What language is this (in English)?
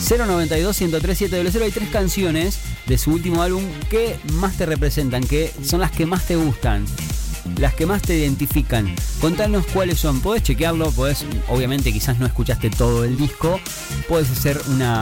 Spanish